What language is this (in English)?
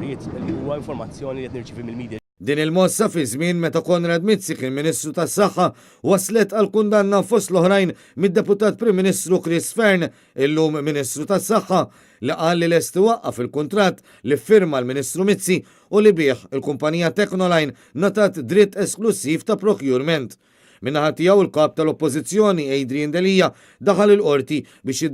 Maltese